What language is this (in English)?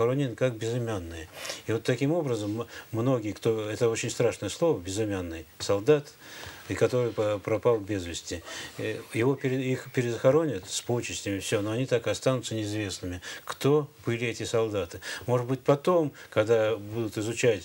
Russian